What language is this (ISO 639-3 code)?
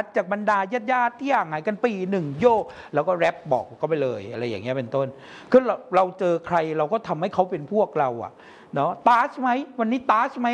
tha